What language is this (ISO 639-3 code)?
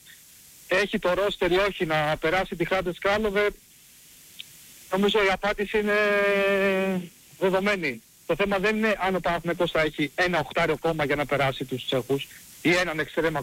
ell